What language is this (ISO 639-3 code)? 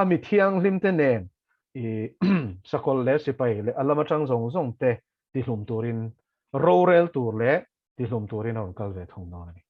lus